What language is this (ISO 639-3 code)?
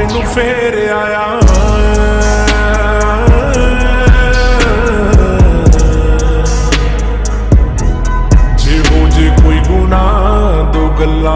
pan